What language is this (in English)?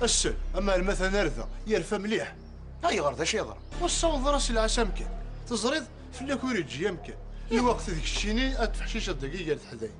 Kabyle